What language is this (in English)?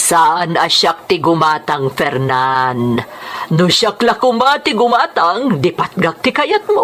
Iloko